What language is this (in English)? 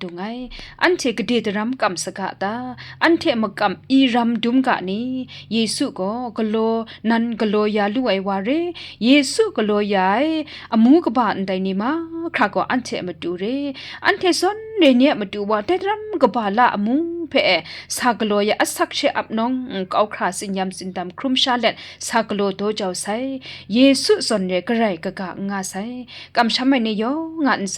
Kachin